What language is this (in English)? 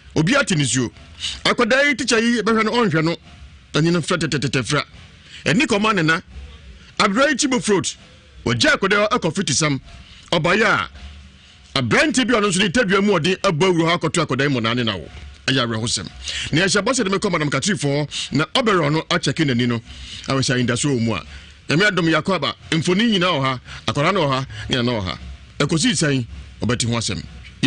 Akan